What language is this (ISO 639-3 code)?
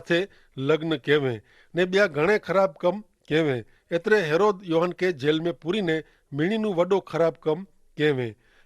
kfr